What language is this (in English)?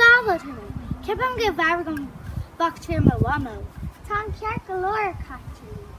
Irish